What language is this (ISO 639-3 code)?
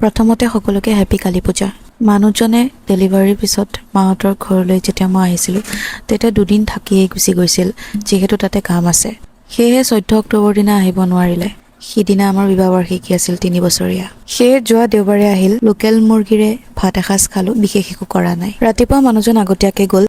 asm